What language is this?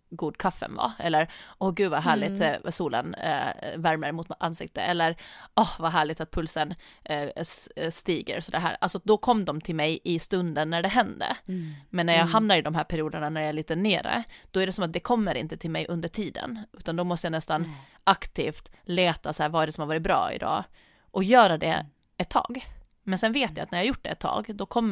Swedish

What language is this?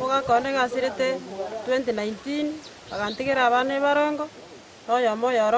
Gusii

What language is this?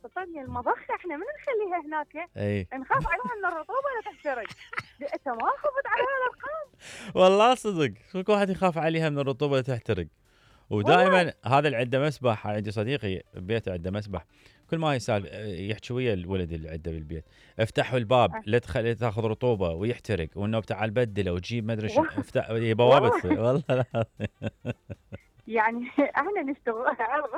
Mesopotamian Arabic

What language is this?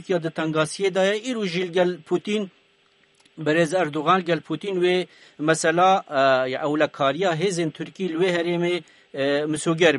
Kurdish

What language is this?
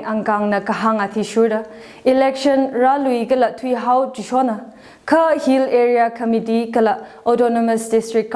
Tangkhul Naga (India)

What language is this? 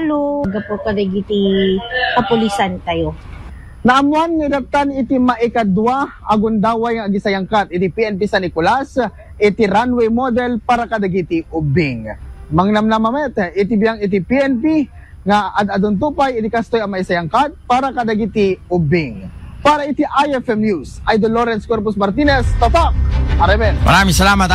Iloko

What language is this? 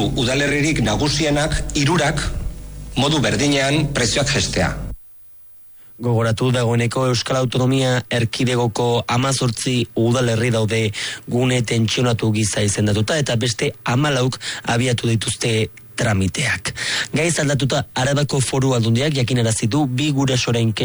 Basque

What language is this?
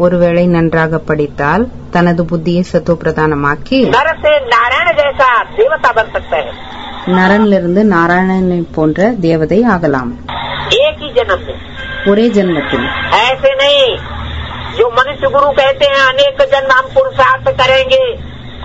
Tamil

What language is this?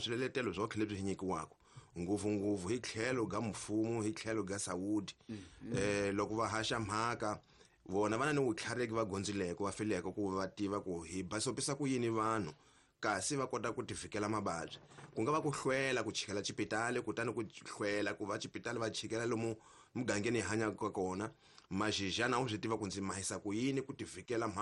Tsonga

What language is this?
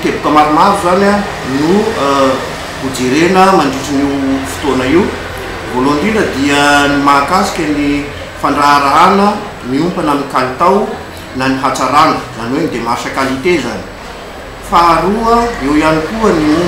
Malagasy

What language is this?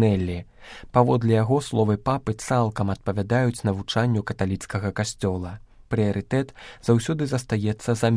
Belarusian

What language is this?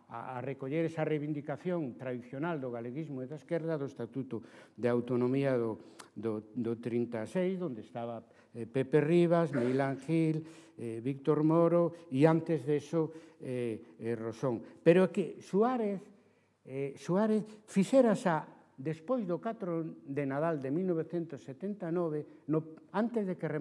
Galician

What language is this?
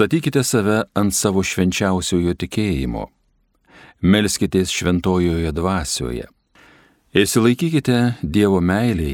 Lithuanian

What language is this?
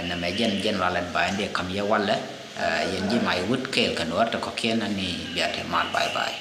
Nuer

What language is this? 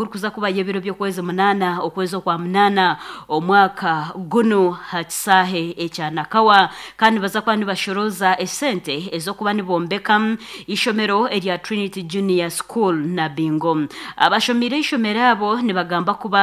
Nyankole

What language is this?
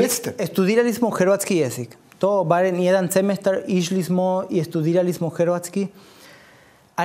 Croatian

